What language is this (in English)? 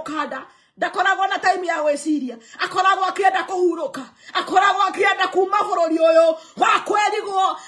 Kikuyu